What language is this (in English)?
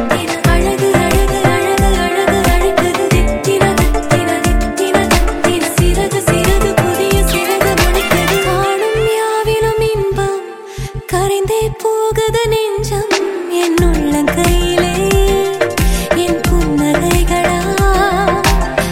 Tamil